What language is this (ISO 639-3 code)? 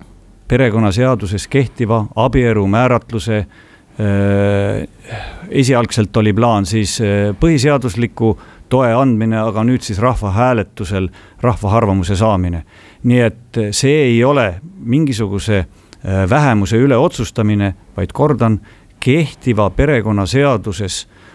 est